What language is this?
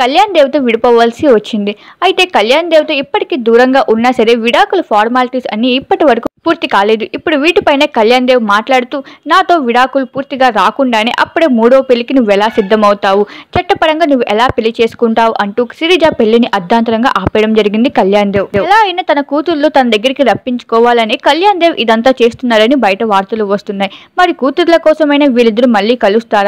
Telugu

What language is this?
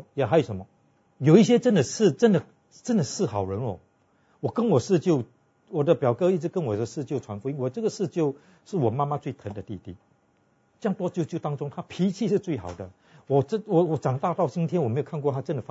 Chinese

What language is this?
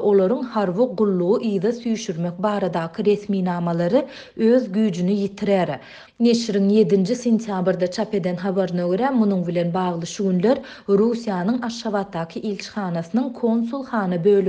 Turkmen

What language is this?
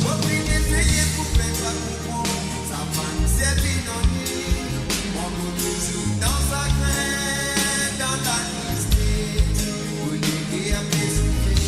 Morisyen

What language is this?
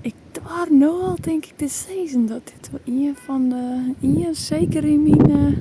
Western Frisian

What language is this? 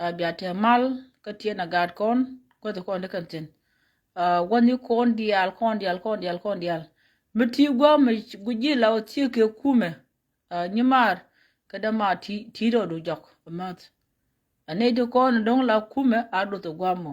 Nuer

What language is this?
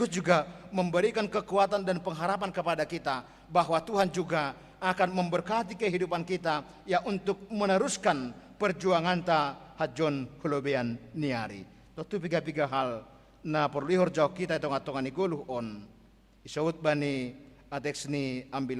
Batak Simalungun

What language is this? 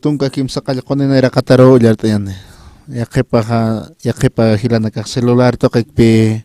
Aymara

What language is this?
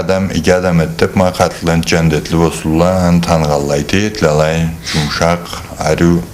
Karachay-Balkar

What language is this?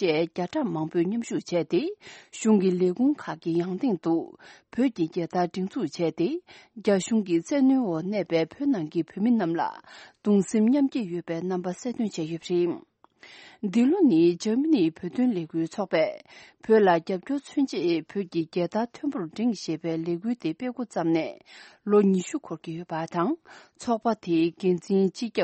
Tibetan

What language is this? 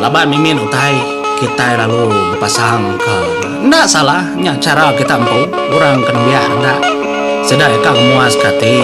Iban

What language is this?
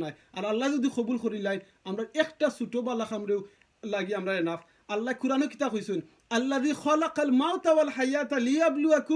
Sylheti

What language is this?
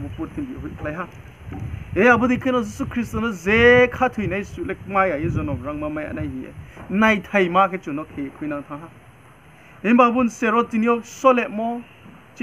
Riang (India)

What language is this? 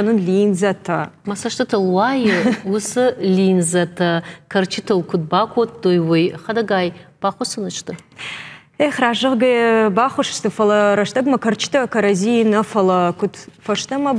Ossetic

